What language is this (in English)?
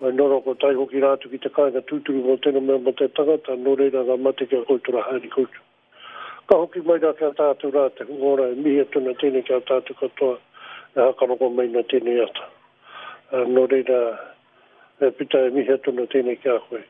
Māori